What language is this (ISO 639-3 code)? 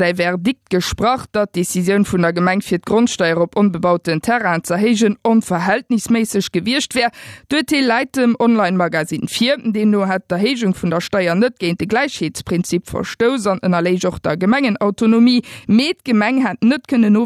ltz